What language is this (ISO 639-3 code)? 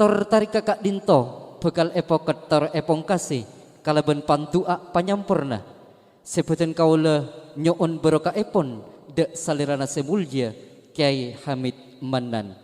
mad